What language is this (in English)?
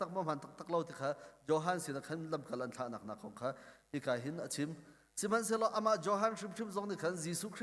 Hakha Chin